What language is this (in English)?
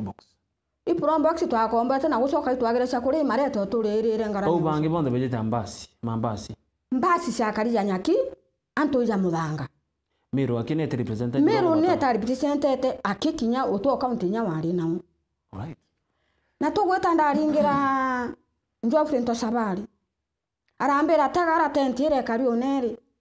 Meru